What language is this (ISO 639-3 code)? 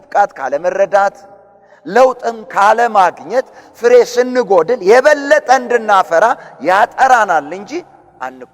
amh